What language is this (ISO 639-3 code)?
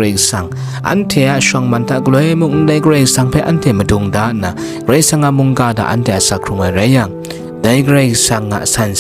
kac